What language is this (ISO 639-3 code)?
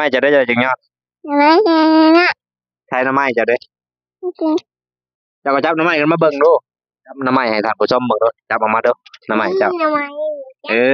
lao